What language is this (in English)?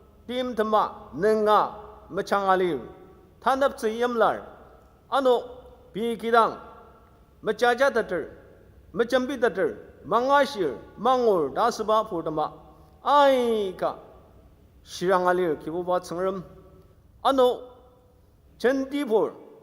Ao Naga